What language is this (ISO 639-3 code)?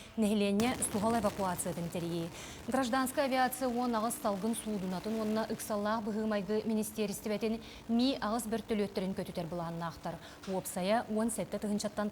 sah